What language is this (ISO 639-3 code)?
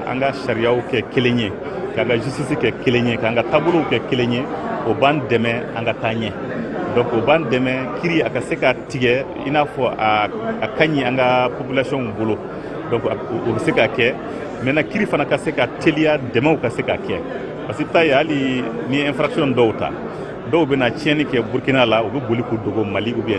bam